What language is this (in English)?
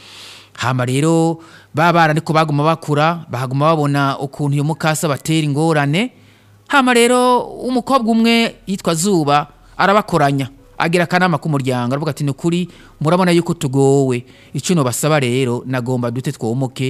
Rundi